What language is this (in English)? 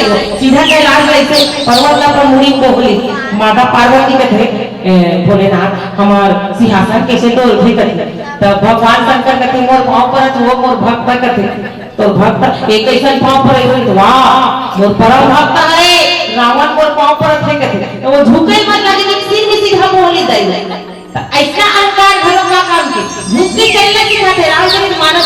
Chhattisgarhi